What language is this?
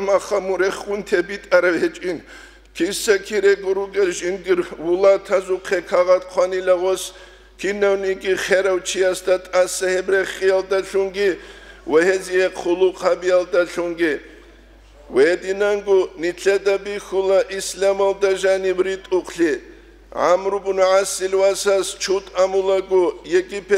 Avaric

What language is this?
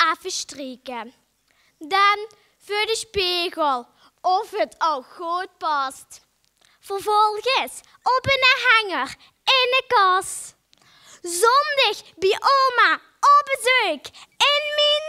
Limburgish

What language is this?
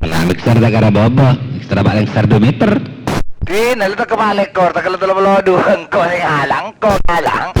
Madurese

